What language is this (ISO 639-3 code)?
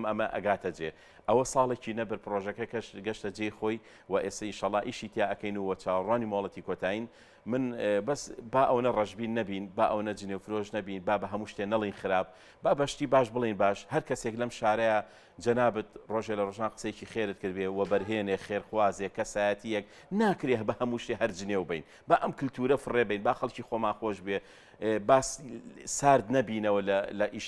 ckb